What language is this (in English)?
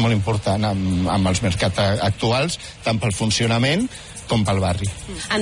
Catalan